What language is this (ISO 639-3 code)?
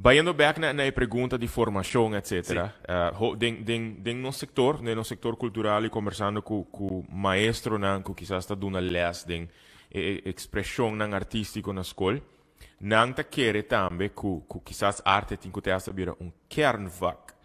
pap